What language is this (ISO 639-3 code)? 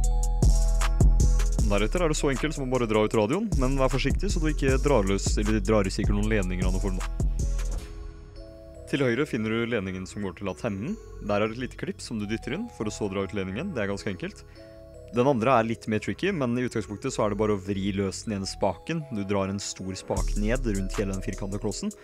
nor